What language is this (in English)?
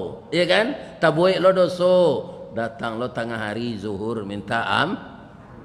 Minangkabau